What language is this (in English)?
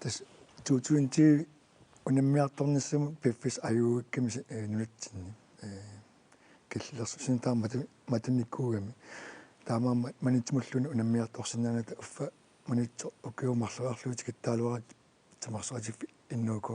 Kalaallisut